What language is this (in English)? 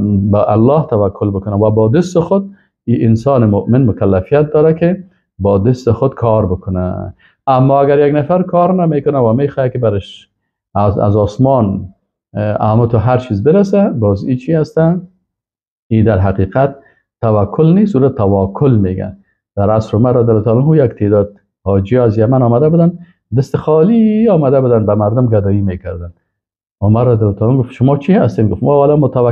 Persian